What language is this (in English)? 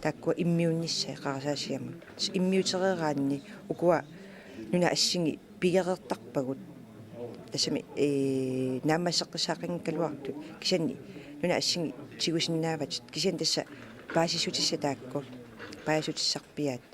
Kalaallisut